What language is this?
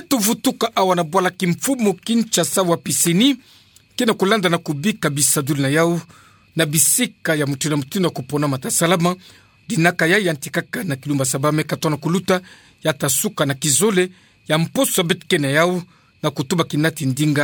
Kituba (Democratic Republic of Congo)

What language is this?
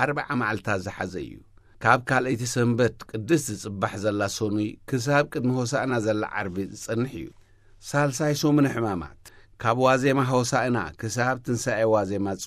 Tigrinya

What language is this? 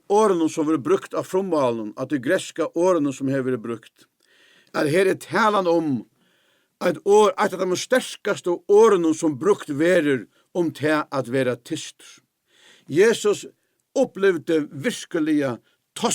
Faroese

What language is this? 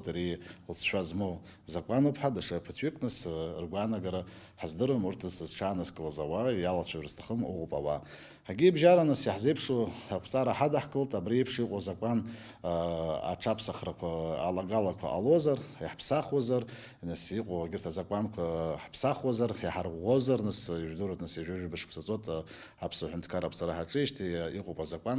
Abkhazian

